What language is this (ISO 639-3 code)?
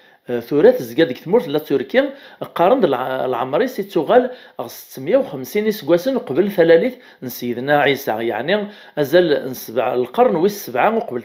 kab